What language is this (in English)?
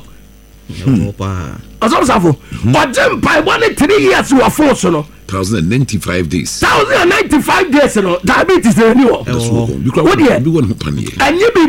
Akan